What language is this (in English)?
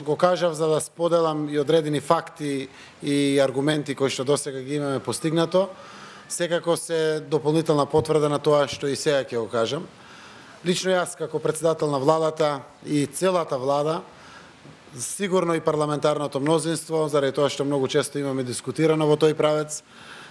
Macedonian